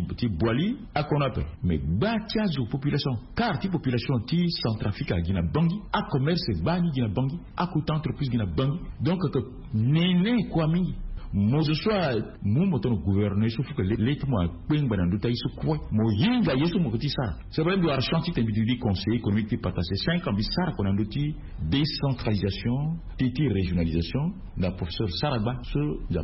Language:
Sango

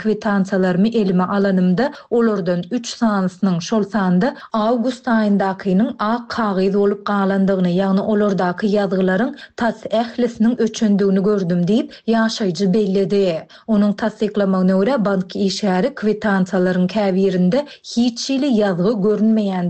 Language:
Turkmen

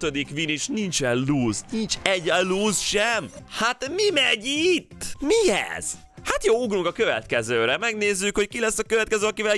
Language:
Hungarian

